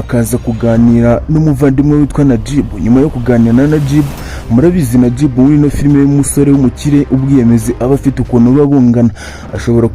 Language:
Kinyarwanda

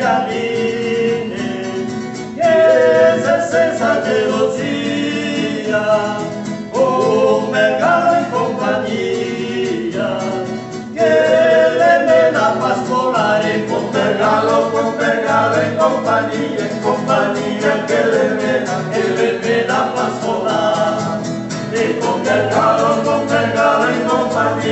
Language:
Venetian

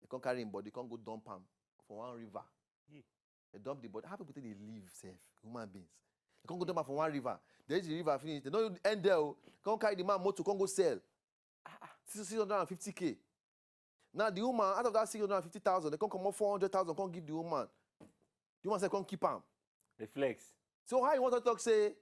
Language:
Nigerian Pidgin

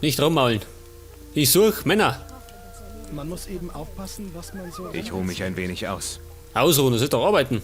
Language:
Bavarian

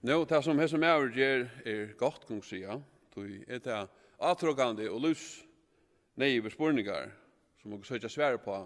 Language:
Faroese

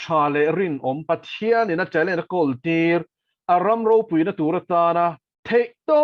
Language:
Mizo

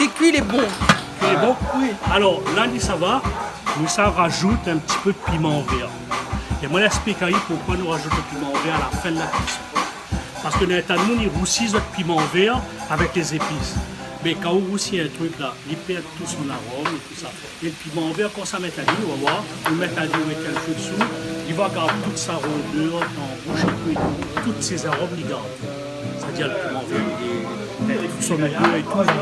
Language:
Réunion Creole French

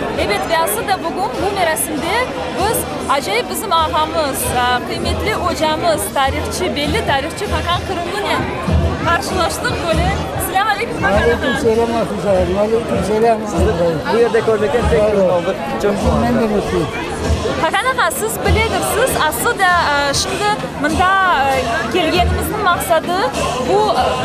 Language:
Crimean Tatar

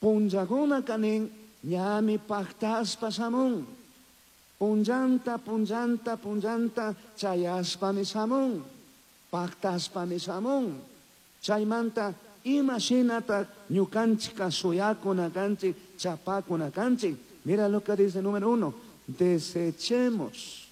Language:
Chimborazo Highland Quichua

